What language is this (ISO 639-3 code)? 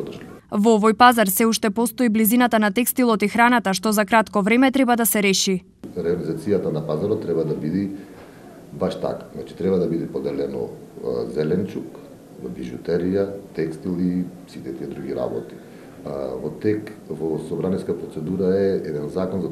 mkd